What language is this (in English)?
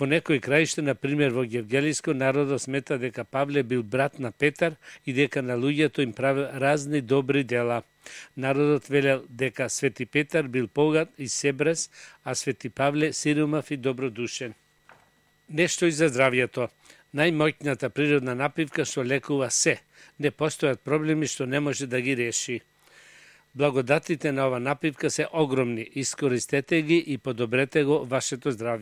Macedonian